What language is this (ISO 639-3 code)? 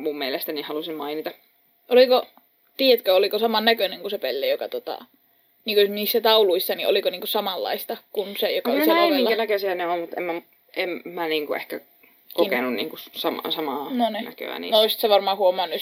fin